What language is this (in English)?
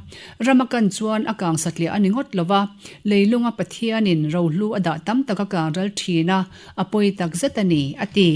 Mizo